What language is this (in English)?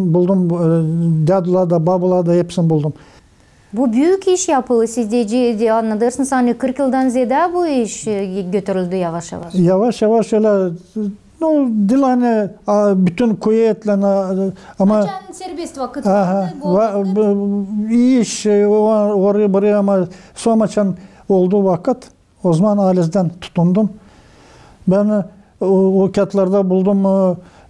Gagauz